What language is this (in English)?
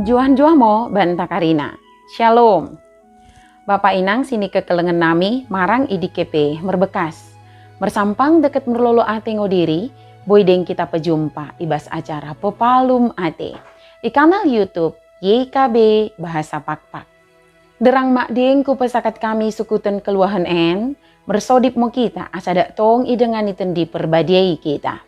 Batak Dairi